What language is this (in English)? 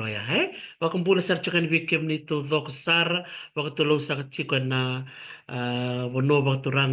Fijian